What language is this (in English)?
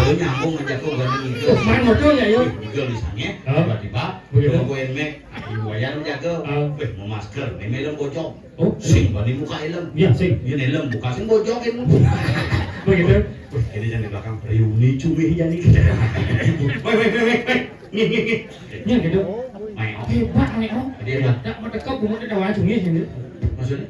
Balinese